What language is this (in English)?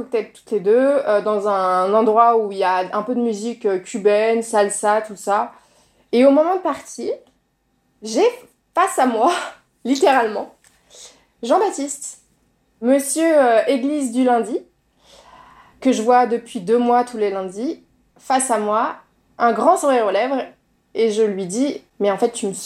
French